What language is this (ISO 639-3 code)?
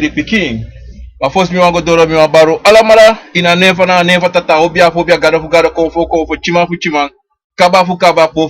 srn